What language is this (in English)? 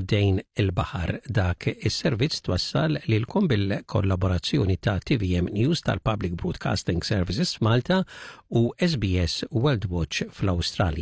Maltese